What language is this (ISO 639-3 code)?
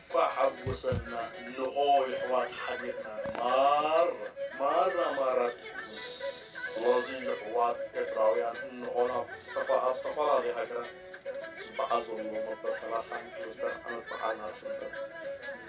tir